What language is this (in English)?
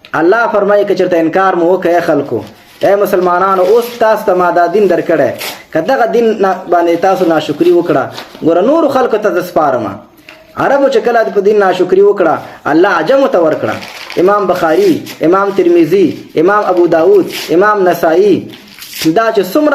Pashto